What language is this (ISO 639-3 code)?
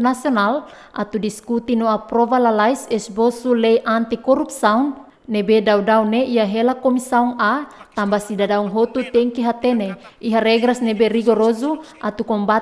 tet